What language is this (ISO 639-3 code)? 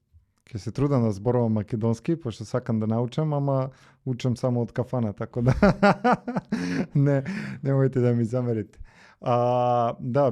mkd